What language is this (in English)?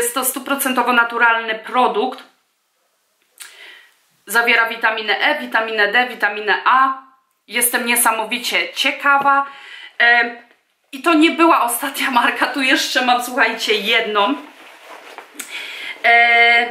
Polish